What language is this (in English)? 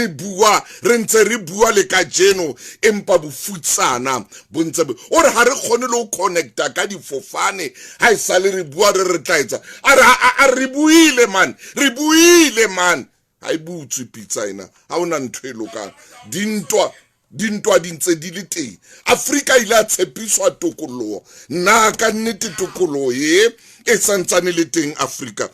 Southern Sotho